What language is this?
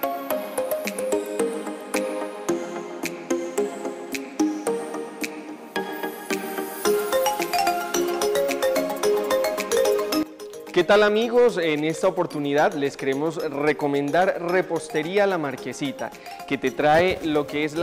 Spanish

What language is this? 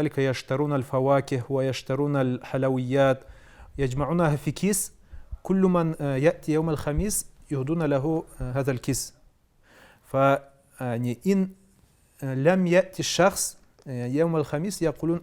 Karachay-Balkar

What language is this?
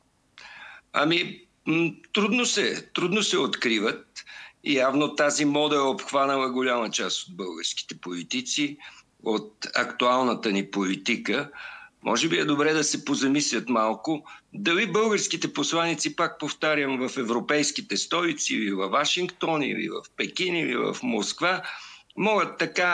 Bulgarian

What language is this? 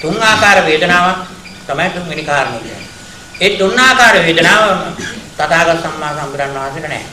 Sinhala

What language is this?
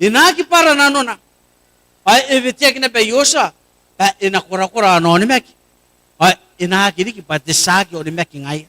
Gilbertese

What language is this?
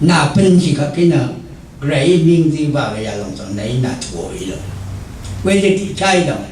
Rawang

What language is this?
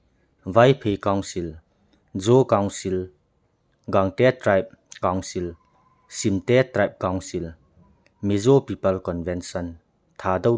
Thado Chin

